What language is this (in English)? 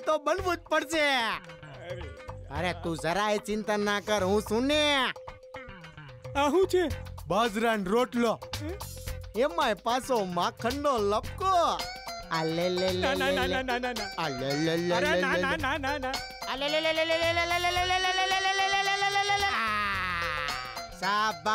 Gujarati